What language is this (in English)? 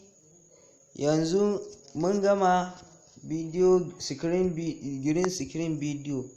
Hausa